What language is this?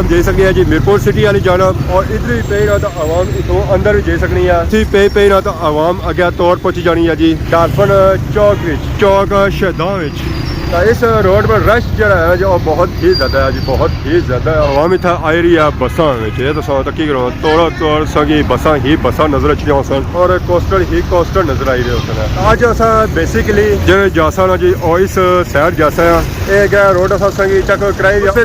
Pahari-Potwari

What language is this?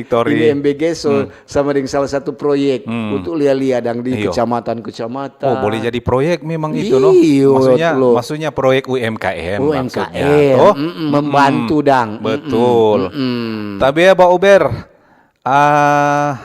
Manado Malay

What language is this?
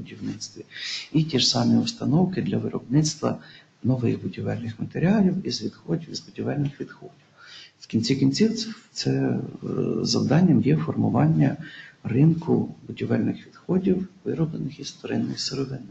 Ukrainian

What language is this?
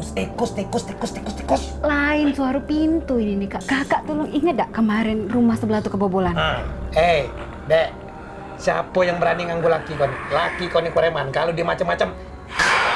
Musi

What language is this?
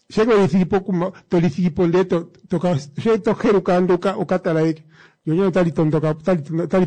Kuanyama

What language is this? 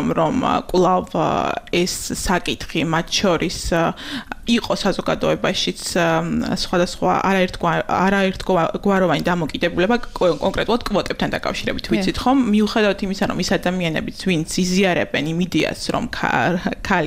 Georgian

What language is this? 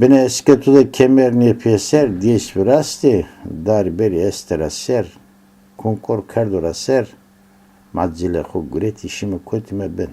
Zaza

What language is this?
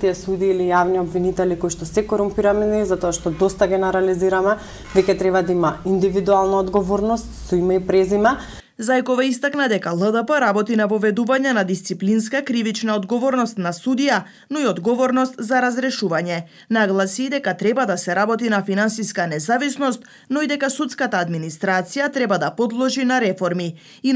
Macedonian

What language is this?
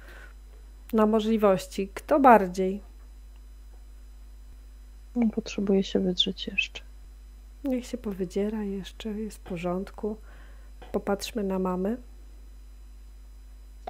Polish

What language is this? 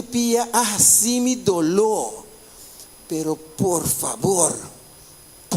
Papiamento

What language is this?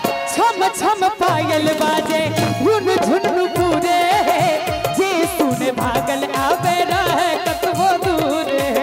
Maithili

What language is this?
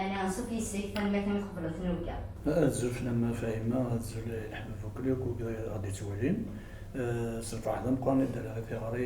Kabyle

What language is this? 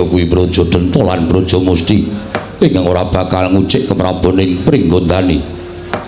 Javanese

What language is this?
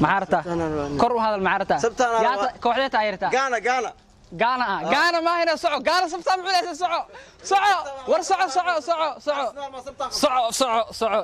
Somali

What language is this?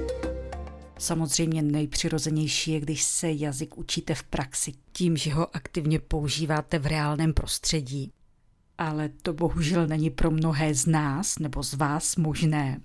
Czech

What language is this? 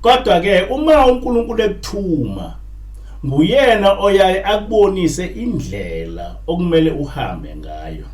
Zulu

